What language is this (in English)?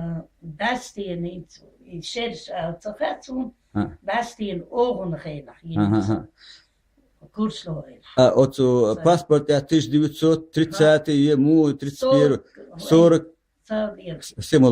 Chechen